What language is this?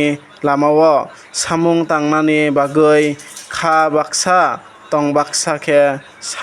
Kok Borok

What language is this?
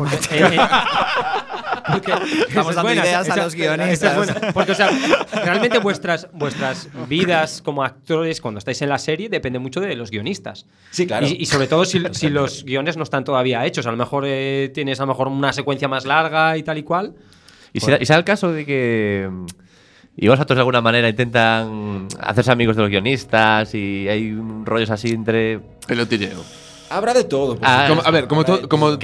Spanish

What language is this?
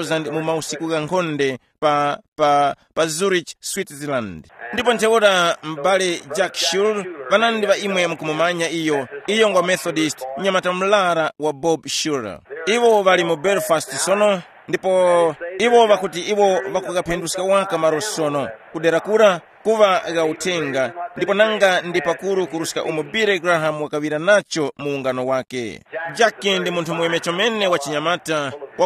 Tumbuka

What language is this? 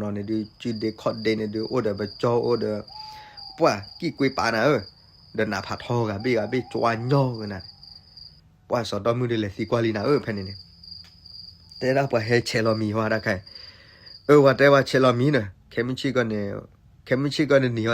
S'gaw Karen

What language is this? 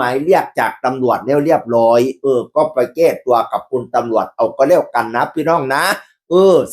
Northeastern Thai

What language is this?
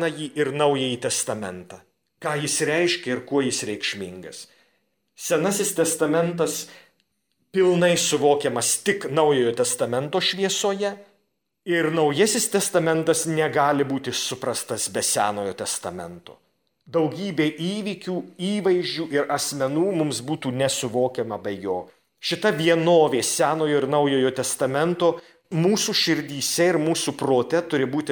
Lithuanian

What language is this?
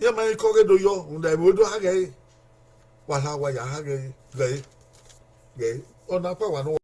Bini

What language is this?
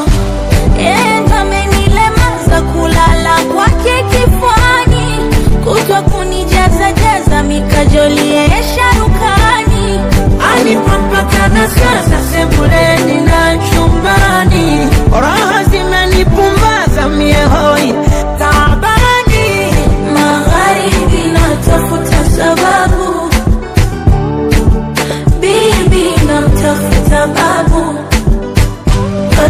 Swahili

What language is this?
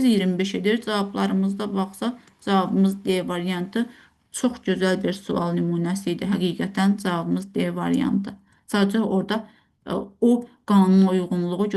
Azerbaijani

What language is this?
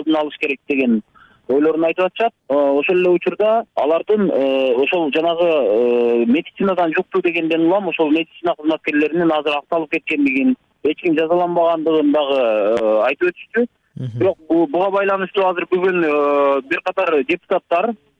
Kyrgyz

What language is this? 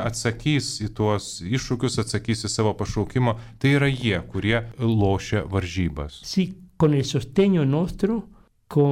Lithuanian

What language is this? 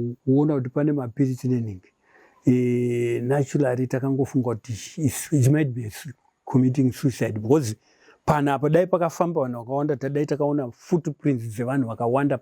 Shona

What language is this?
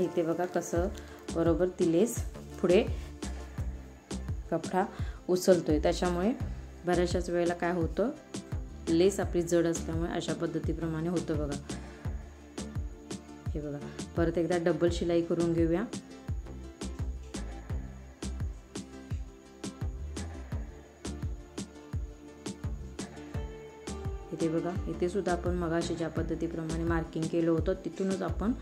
Marathi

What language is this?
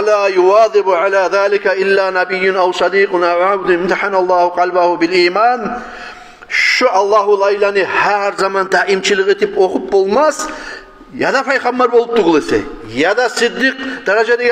Kumyk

